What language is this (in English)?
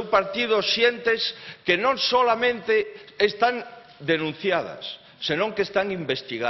Galician